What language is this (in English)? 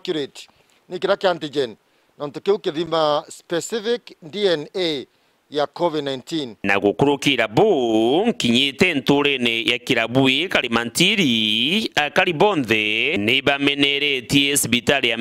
Meru